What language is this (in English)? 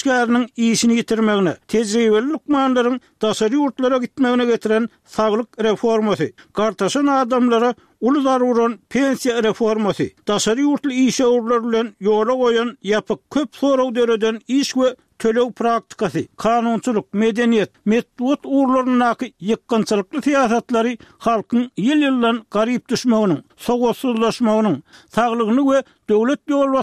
Turkmen